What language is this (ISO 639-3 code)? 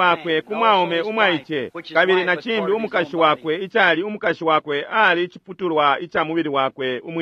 bem